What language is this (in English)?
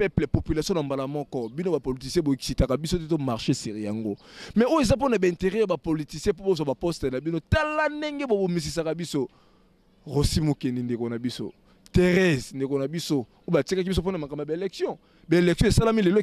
Lingala